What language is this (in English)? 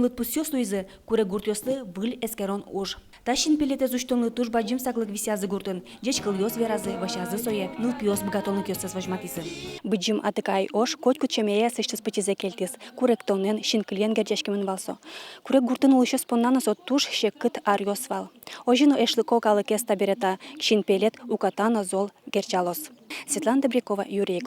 Udmurt